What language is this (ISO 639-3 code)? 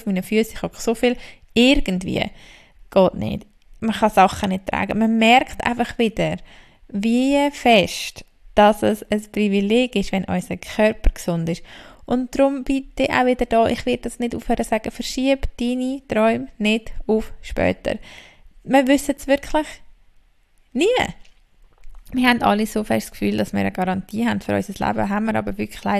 deu